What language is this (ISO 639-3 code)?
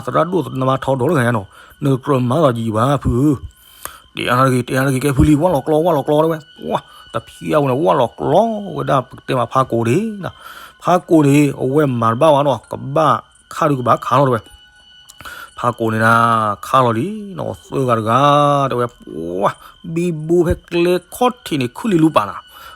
ksw